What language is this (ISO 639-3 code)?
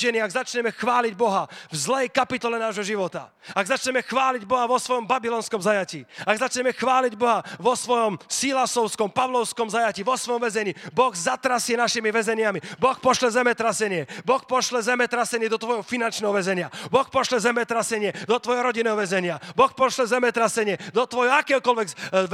slk